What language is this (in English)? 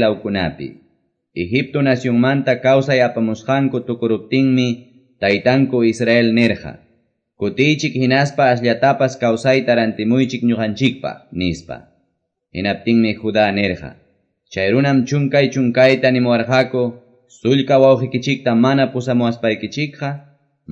Quechua